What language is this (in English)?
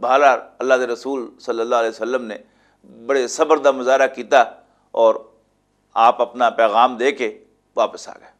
Western Panjabi